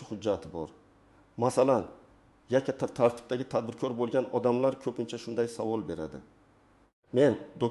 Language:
Uzbek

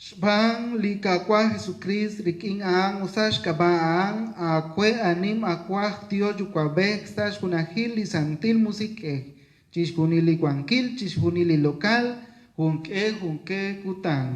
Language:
Kekchí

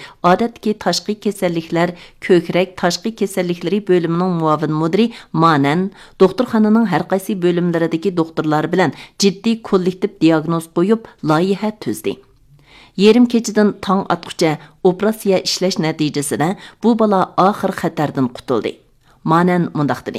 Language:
Uyghur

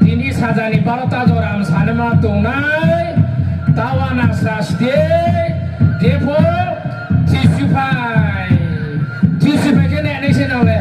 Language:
Riang (India)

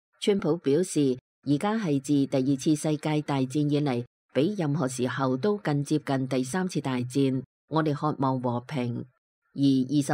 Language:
Cantonese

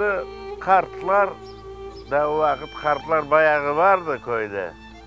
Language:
Crimean Tatar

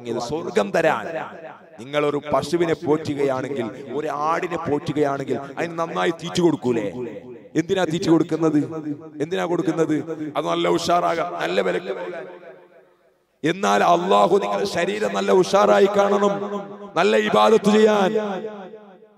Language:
Malayalam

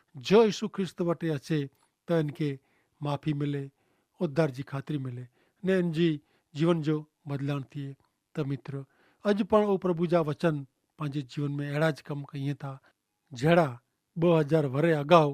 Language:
Kachhi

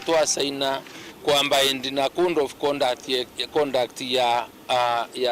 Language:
Meru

